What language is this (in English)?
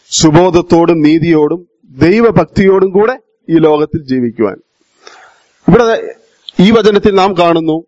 Malayalam